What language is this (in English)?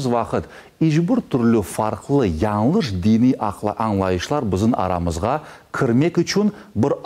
Crimean Tatar